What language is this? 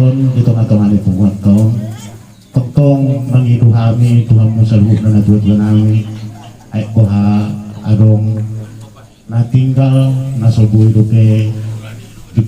Batak Toba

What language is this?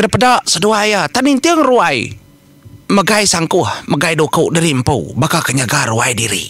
Iban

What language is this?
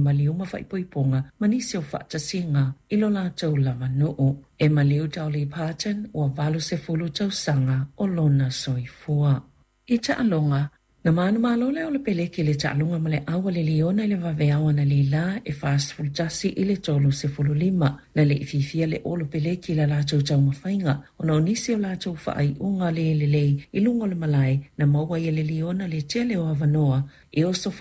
Samoan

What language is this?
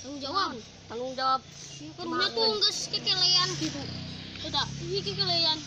Sundanese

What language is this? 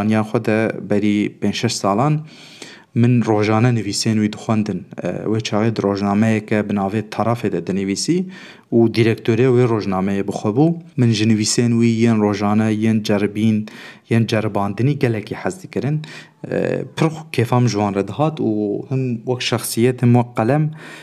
Kurdish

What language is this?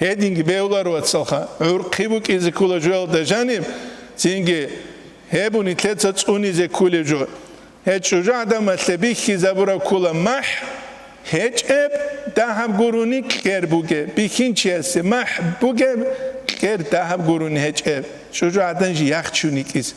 Avaric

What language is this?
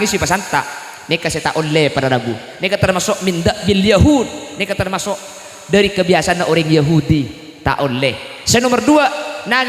Madurese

